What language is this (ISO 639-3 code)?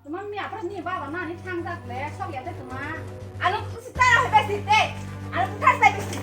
trp